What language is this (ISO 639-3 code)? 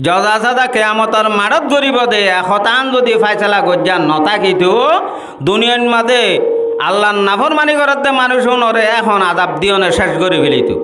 rhg